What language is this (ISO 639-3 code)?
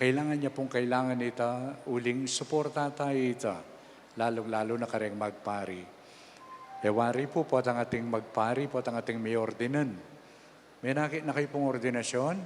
pam